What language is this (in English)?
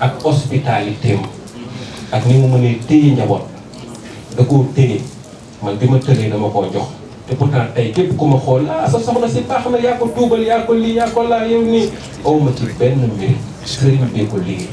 Wolof